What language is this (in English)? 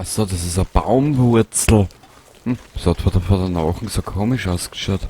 Bavarian